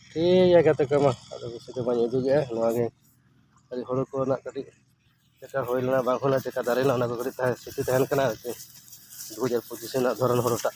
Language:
Santali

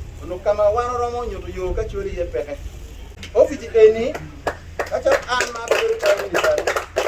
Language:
Acoli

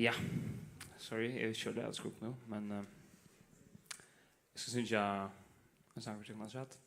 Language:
Faroese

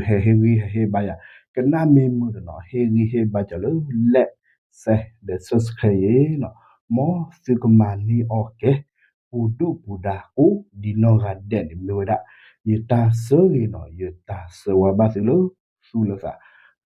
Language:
S'gaw Karen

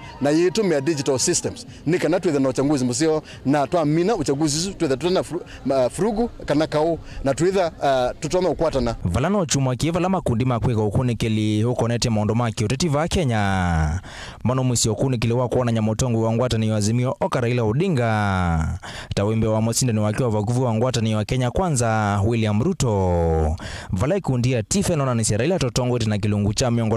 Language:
Kamba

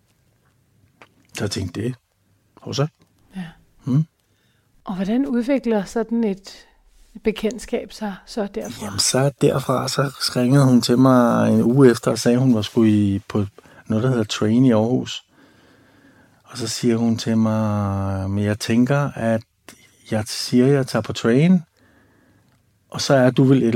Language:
Danish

